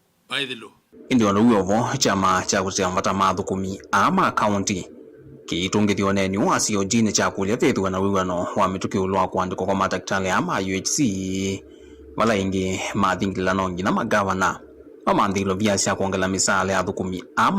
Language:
Kamba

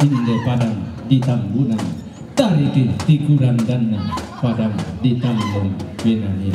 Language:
Toraja-Sa'dan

